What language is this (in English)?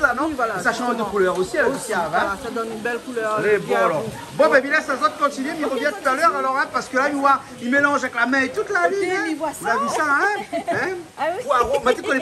Réunion Creole French